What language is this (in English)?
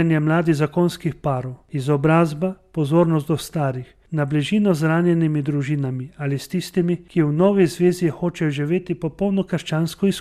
Slovenian